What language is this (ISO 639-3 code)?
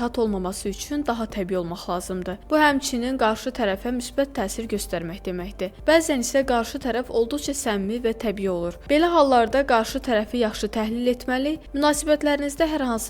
aze